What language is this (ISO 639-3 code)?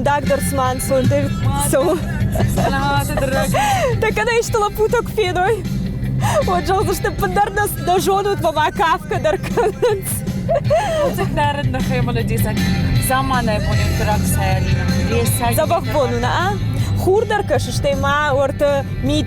oss